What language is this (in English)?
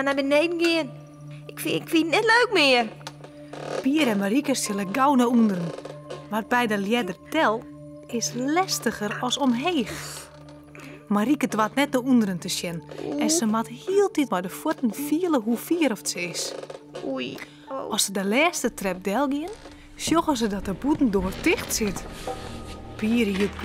Western Frisian